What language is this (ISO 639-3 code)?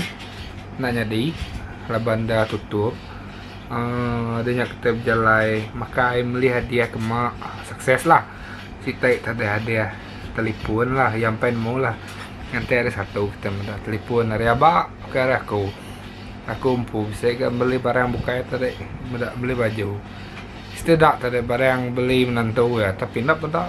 iba